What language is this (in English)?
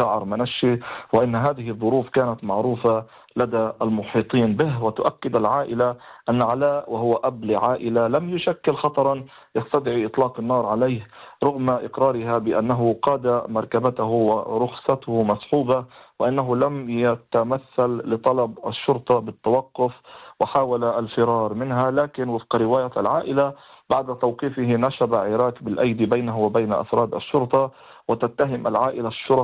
Arabic